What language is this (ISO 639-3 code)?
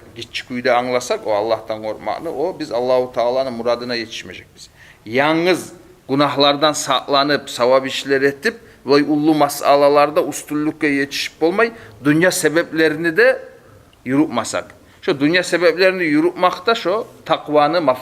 kum